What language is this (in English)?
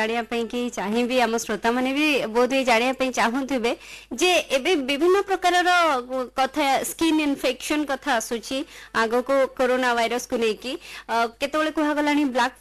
Odia